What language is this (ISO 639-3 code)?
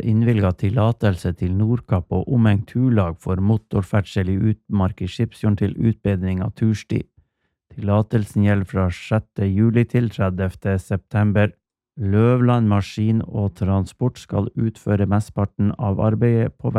nor